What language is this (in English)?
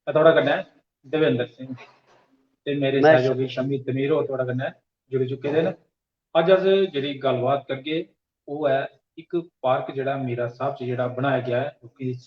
Dogri